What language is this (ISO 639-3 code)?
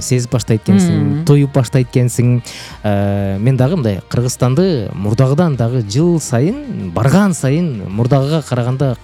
kir